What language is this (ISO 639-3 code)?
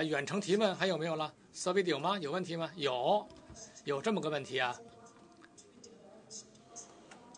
zho